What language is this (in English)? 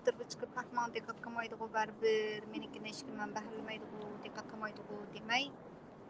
Uyghur